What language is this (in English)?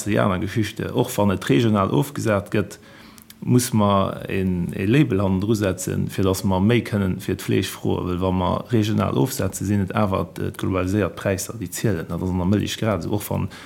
Luxembourgish